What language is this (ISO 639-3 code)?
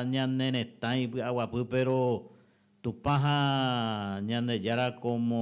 grn